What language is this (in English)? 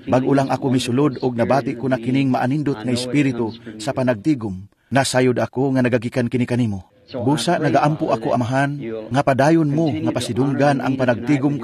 Cebuano